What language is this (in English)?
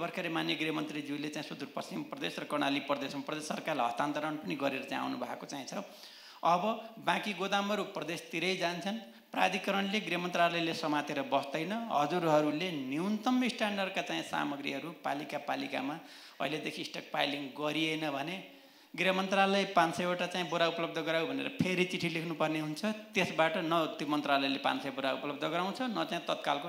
Nepali